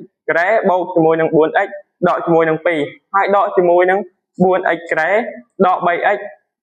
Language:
Khmer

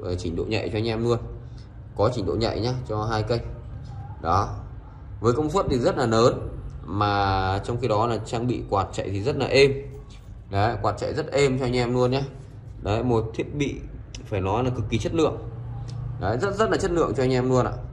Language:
Vietnamese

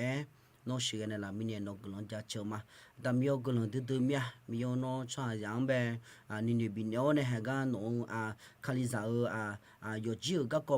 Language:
Akha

